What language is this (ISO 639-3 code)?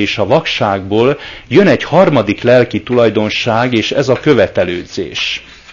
hun